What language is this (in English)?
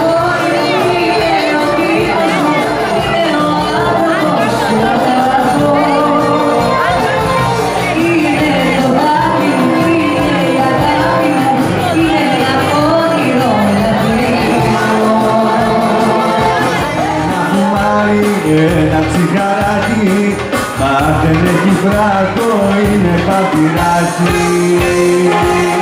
Greek